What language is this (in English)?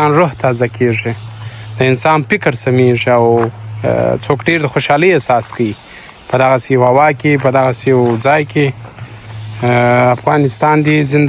Pashto